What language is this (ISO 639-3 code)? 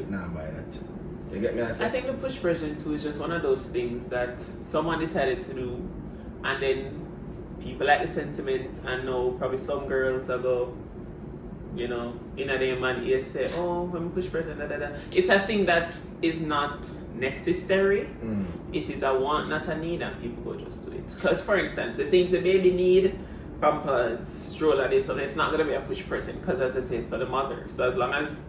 jam